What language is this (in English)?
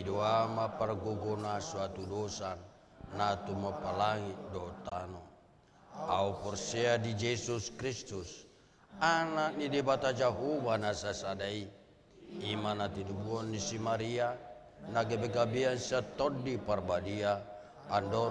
Batak Toba